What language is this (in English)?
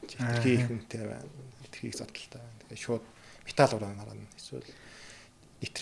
Mongolian